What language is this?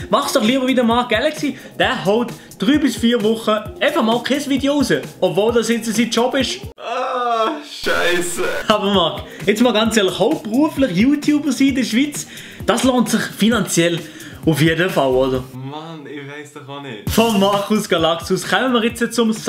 Swiss German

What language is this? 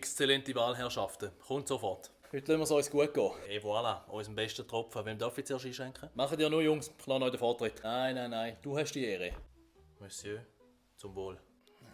Swiss German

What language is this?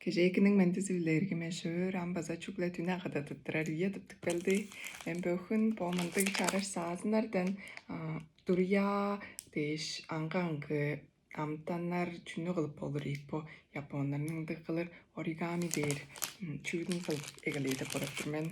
Tuvinian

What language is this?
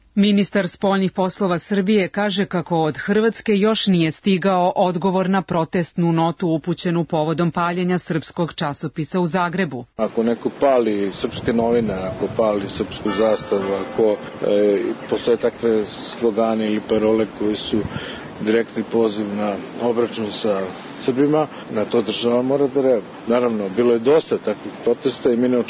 Serbian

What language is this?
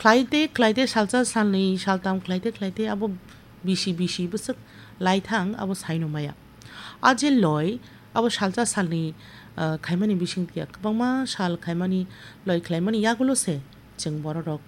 Kok Borok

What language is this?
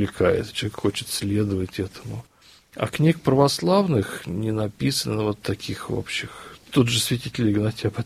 Russian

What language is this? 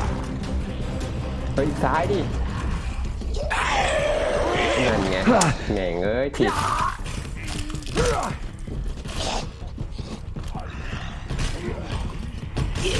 Thai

